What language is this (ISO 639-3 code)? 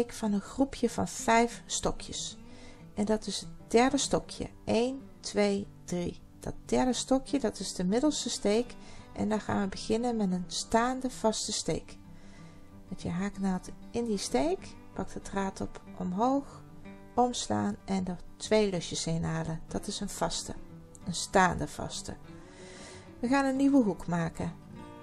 nld